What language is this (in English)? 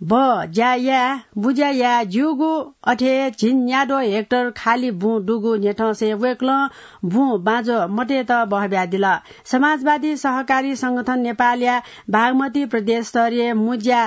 Newari